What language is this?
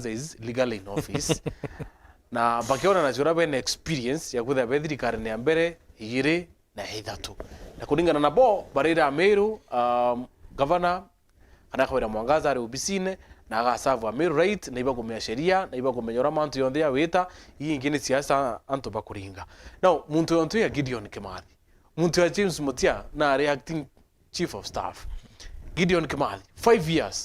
Meru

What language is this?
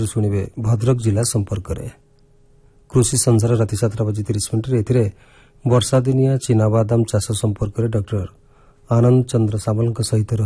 Odia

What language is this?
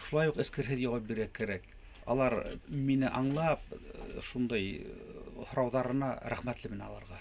Bashkir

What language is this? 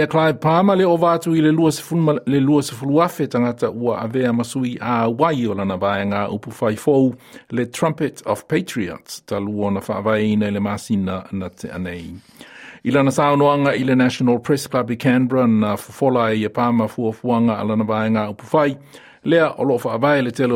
Samoan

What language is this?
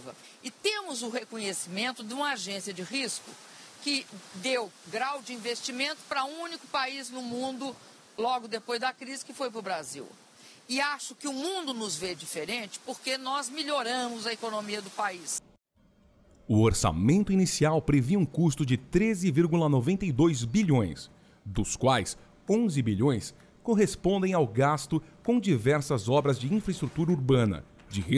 Portuguese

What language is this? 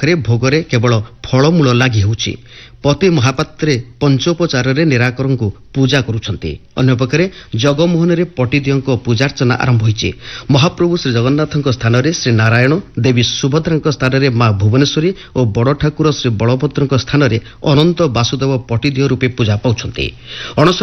Odia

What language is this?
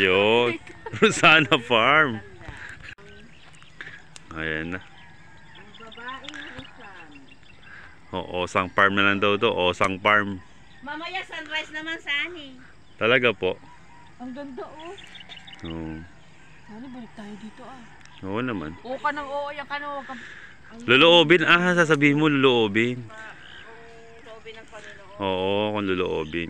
Filipino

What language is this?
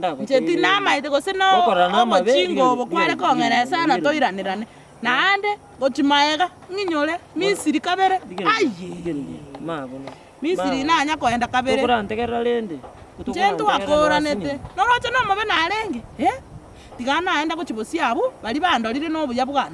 Gusii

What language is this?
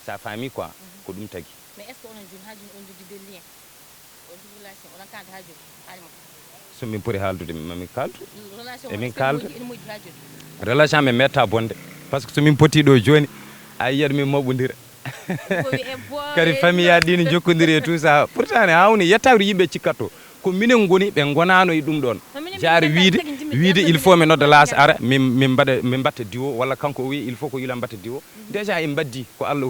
Fula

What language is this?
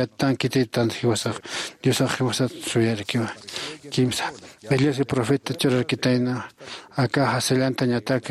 Aymara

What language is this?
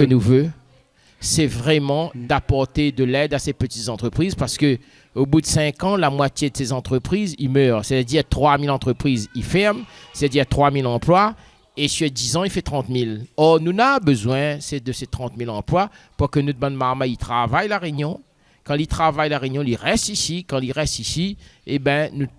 Réunion Creole French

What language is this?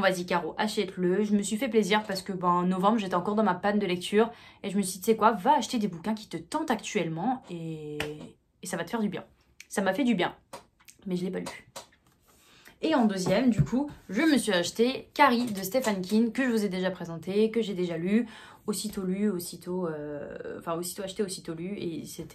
French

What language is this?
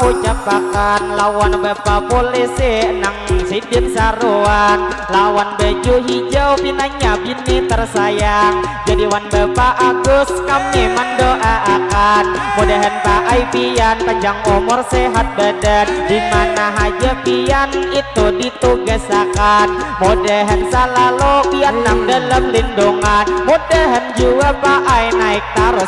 Banjar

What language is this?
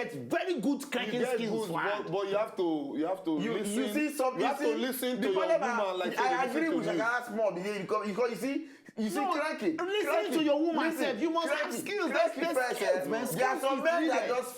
Nigerian Pidgin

